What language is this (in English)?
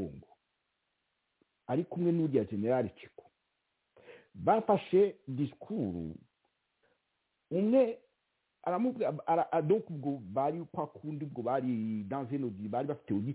Kinyarwanda